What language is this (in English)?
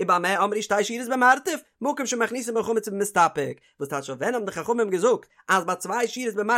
Yiddish